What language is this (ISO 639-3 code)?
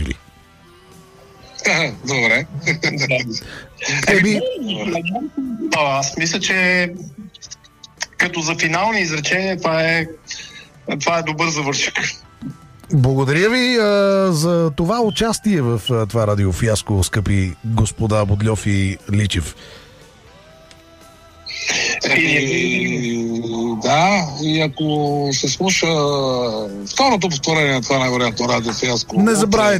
bul